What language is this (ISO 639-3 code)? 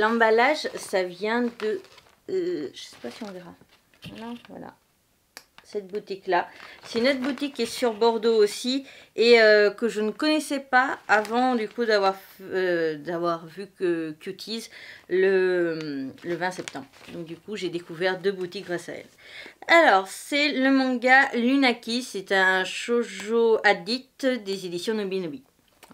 fra